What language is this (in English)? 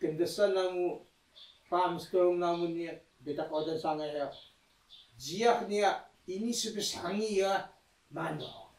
Taroko